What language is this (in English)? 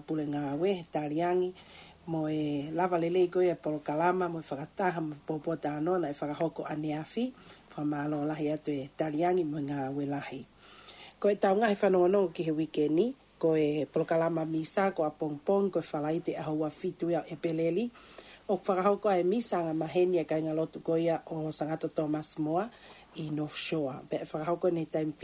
Tongan